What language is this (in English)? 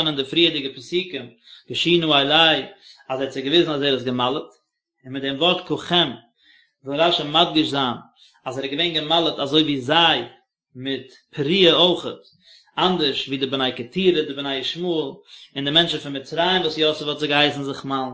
Yiddish